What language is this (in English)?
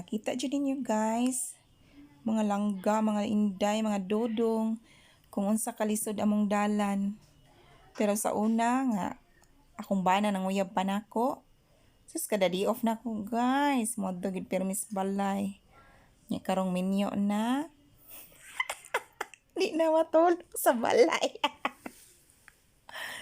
Cebuano